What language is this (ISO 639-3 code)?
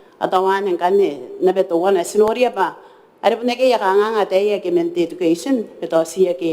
gil